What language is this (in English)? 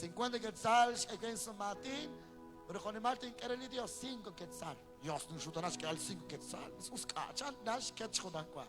Kekchí